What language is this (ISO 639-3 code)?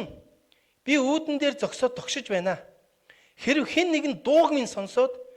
mon